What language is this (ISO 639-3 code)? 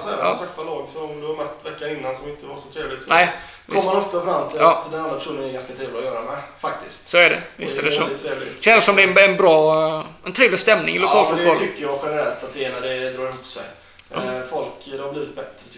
swe